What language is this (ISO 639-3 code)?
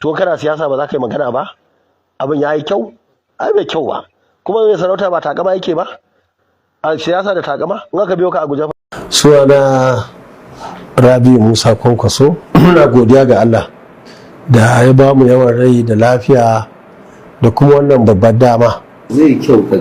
hau